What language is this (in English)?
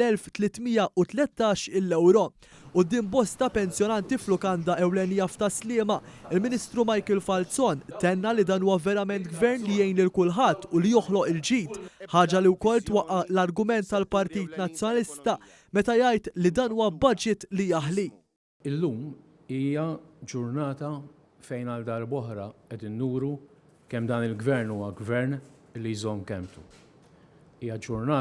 Maltese